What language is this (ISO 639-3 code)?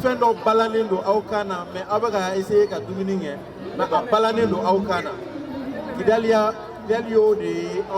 bam